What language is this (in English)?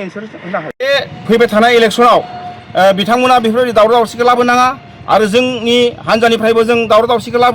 Bodo